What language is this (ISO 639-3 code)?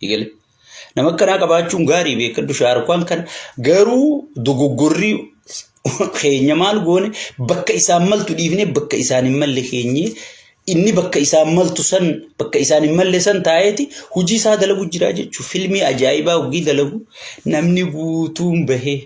orm